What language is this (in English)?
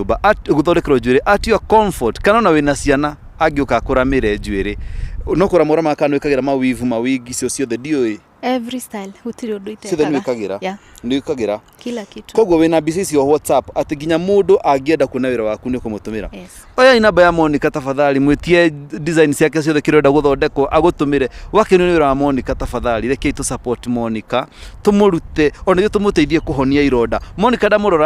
Kikuyu